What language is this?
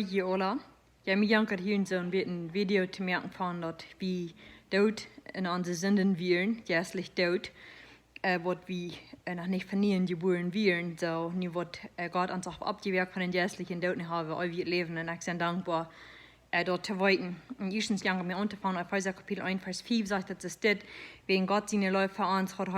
Plautdietsch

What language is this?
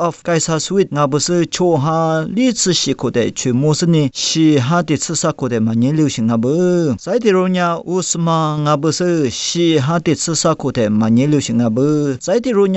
Lisu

